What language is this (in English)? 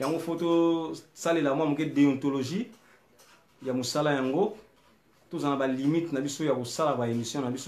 Lingala